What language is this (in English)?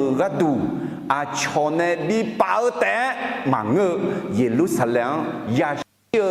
Akha